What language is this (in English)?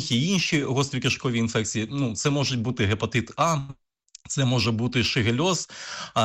Ukrainian